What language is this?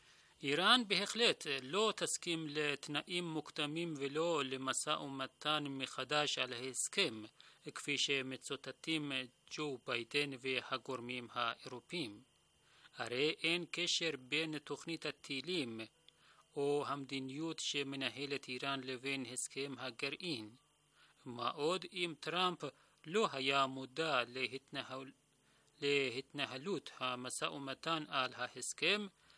Hebrew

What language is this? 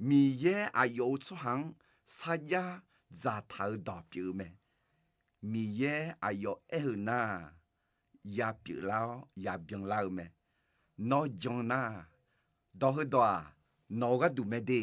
Akha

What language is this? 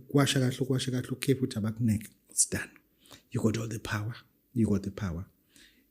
Zulu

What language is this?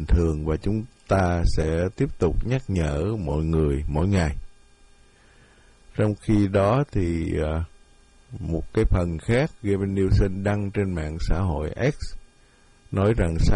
Vietnamese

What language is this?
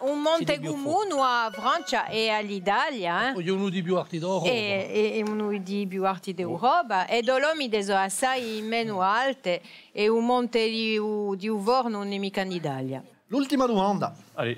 Corsican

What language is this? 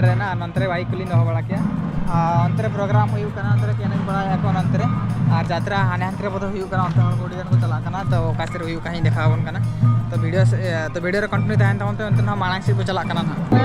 Santali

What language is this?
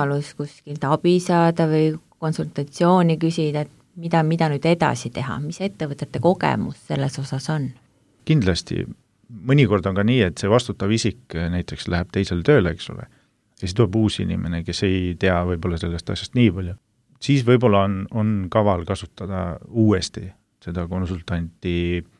Estonian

